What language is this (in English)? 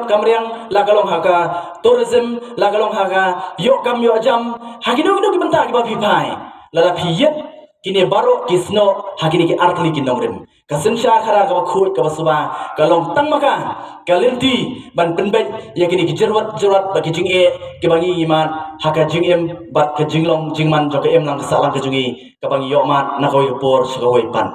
Khasi